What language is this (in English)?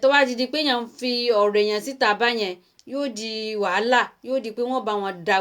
Yoruba